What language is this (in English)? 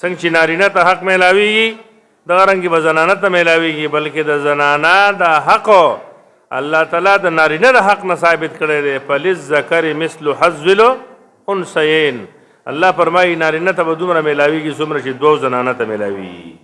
Pashto